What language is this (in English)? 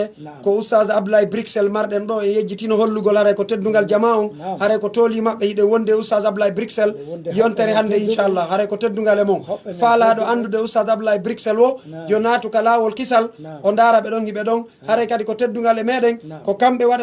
Pular